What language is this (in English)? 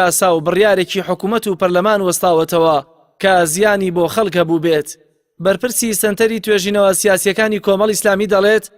Central Kurdish